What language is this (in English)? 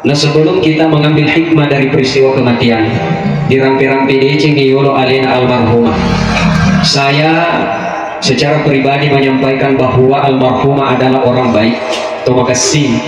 Buginese